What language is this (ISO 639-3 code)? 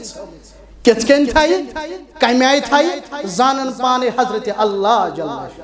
kas